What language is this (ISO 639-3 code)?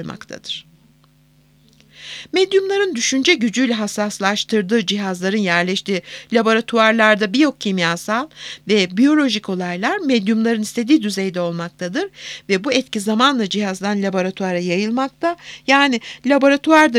tur